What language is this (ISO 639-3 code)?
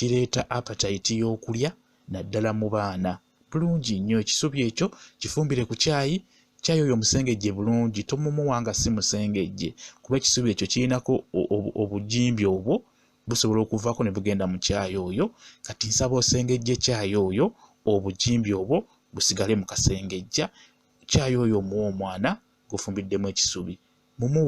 lug